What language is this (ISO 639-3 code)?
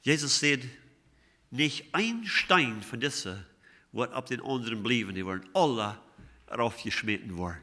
pdt